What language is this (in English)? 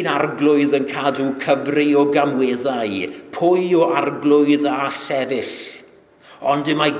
Welsh